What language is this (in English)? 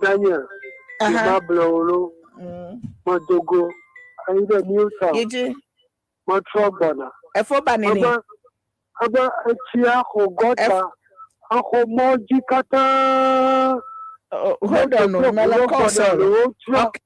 Ewe